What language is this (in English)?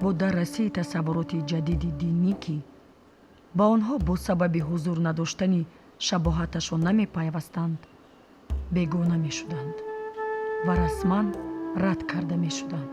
Tajik